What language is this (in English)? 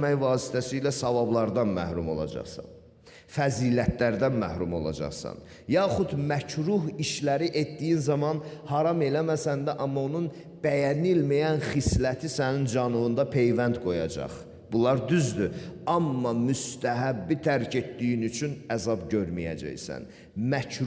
Azerbaijani